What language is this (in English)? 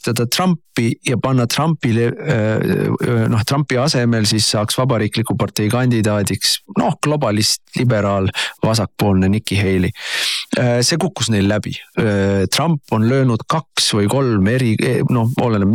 Estonian